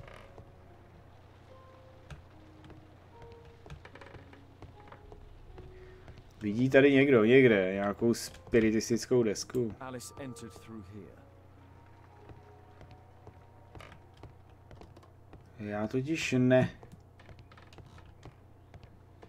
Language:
Czech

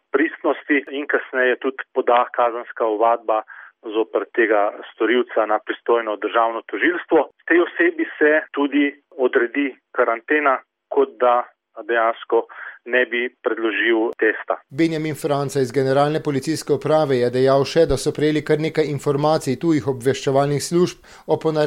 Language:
Slovenian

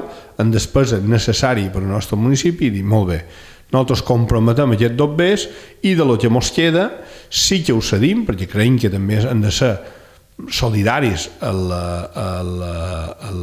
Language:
Catalan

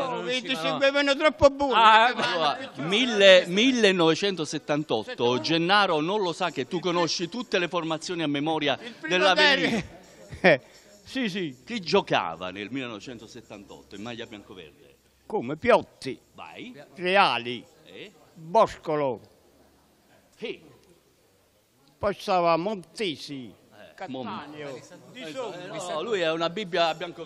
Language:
Italian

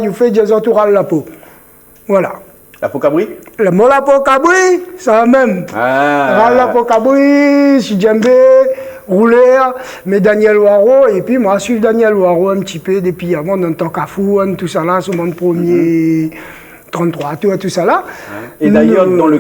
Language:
Réunion Creole French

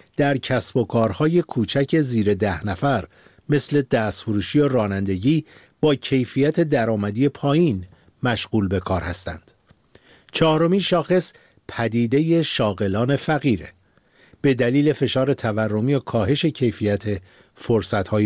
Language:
Persian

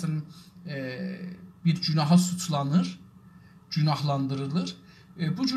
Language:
South Azerbaijani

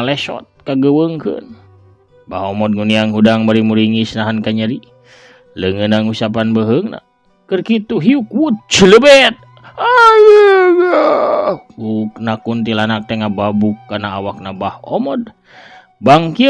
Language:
Sundanese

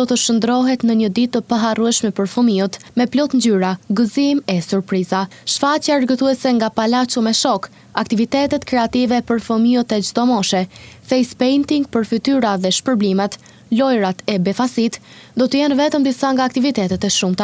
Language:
Albanian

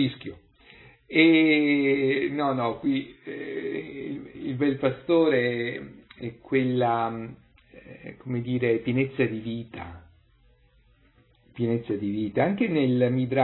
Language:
Italian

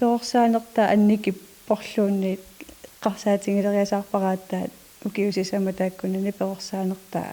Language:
Kalaallisut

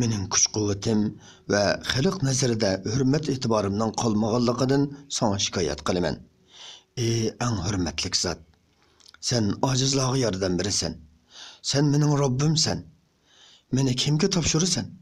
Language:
Uyghur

